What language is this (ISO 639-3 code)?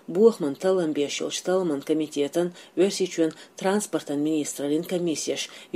che